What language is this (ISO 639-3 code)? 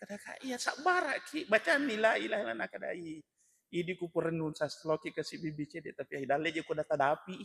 bug